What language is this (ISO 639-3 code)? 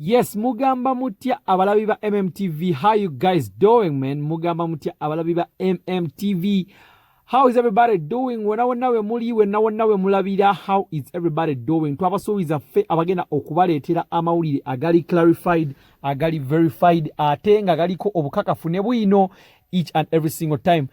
lug